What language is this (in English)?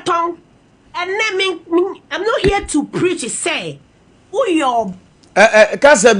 Akan